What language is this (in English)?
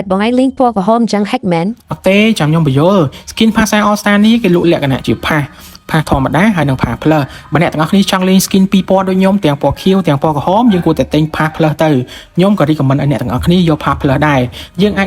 Khmer